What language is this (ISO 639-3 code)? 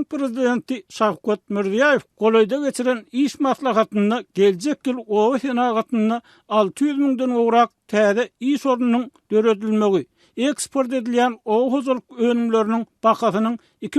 tuk